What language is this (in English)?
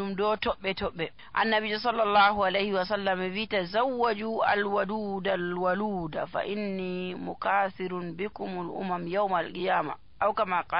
Nigerian Fulfulde